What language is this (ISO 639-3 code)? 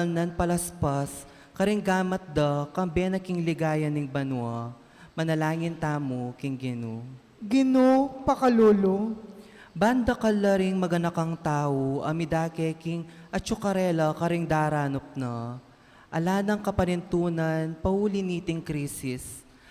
pam